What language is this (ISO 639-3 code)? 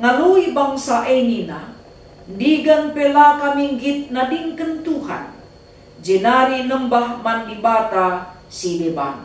btx